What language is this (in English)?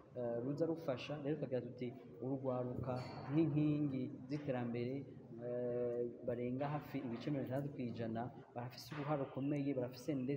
Rundi